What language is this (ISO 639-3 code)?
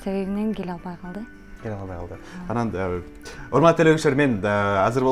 kir